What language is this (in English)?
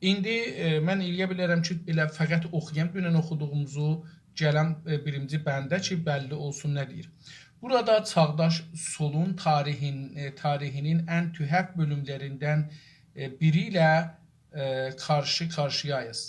South Azerbaijani